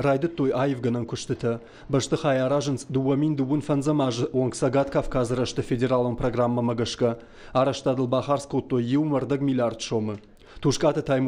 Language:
Ossetic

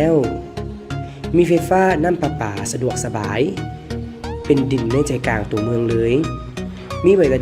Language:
Lao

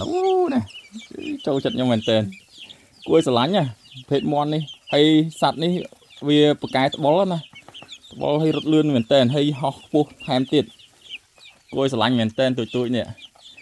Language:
Khmer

